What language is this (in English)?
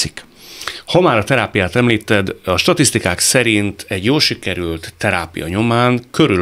Hungarian